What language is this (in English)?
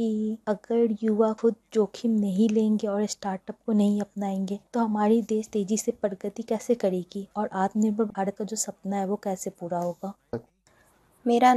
Hindi